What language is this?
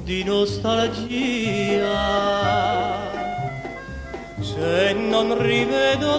Italian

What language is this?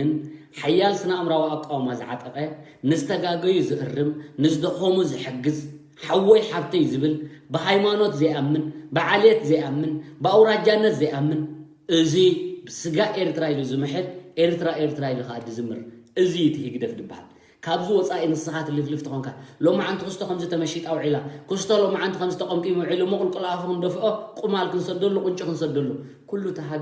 Tigrinya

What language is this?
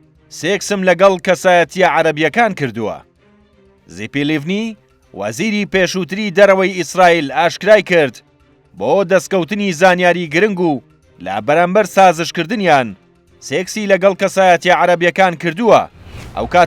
Central Kurdish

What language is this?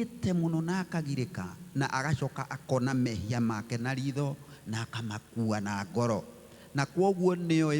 Kikuyu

